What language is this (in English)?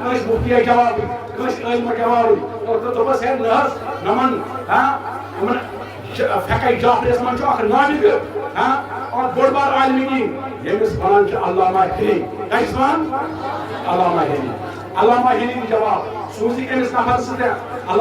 Kashmiri